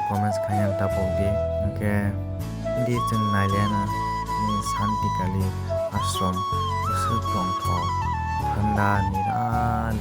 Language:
Kok Borok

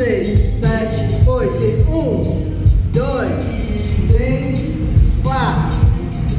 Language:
Portuguese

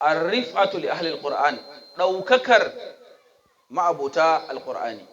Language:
Hausa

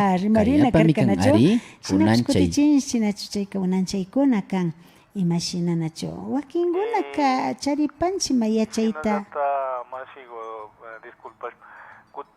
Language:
Imbabura Highland Quichua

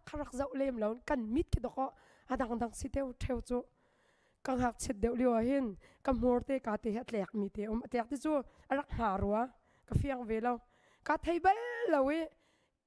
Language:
Hakha Chin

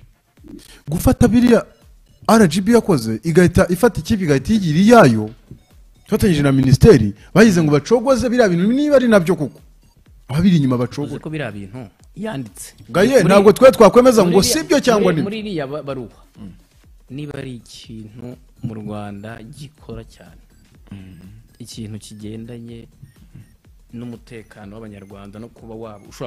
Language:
Kinyarwanda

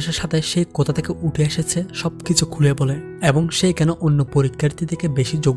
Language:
Bangla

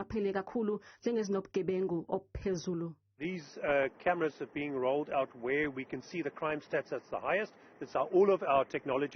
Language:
Zulu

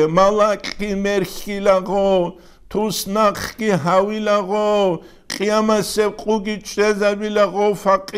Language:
Avaric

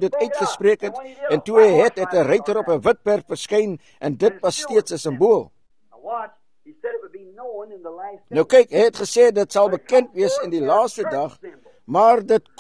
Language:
Afrikaans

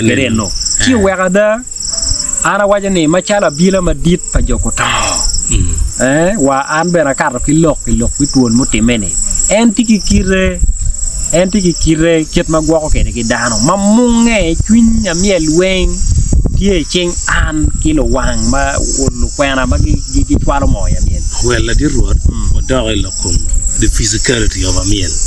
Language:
Acoli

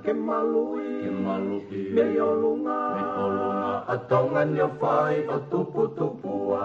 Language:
Tongan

